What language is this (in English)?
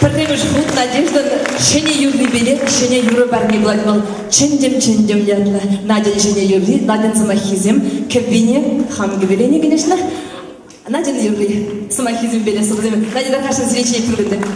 Chuvash